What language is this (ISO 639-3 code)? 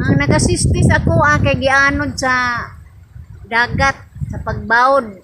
ceb